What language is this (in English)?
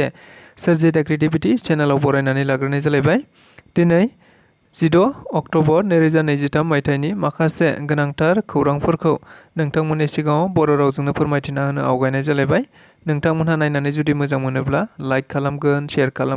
Bodo